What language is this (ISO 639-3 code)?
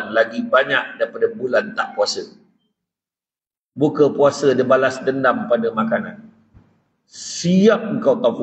msa